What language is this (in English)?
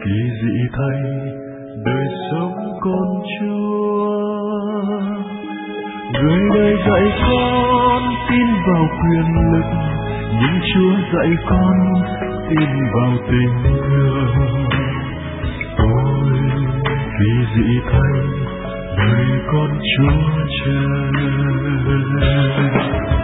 Vietnamese